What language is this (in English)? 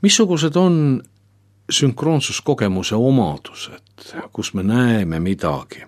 Estonian